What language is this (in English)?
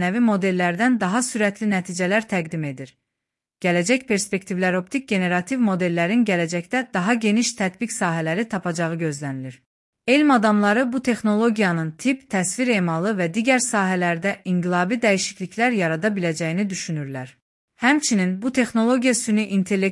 Azerbaijani